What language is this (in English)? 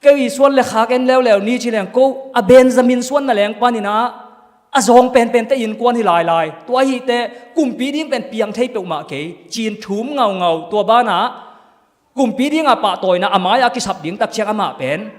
Tedim Chin